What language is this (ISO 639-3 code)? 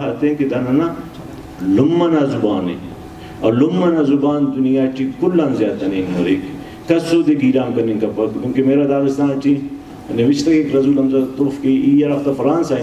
brh